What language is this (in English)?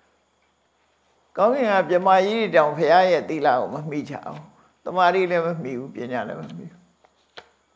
Burmese